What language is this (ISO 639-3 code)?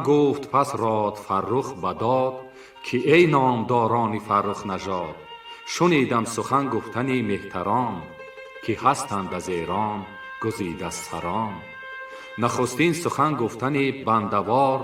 tgk